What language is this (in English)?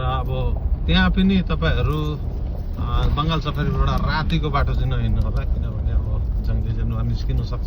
Nepali